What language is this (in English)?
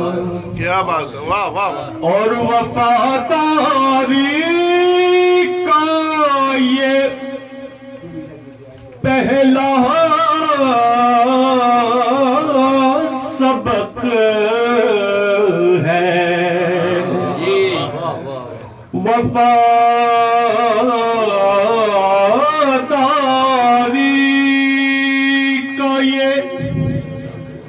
Urdu